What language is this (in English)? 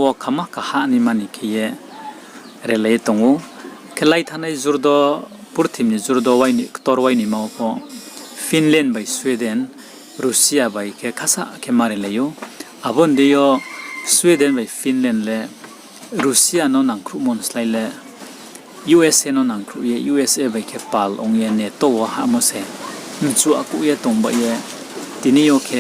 Riang (India)